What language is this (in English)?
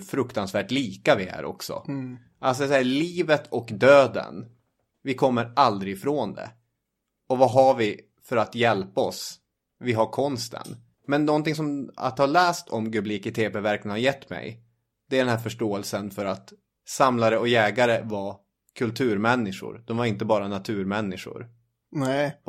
Swedish